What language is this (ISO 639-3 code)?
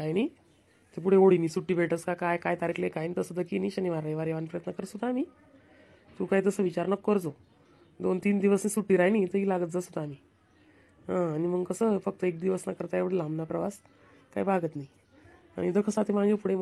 khn